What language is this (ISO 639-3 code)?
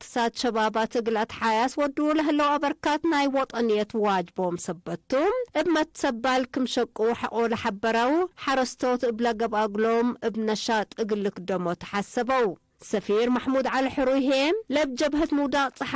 tig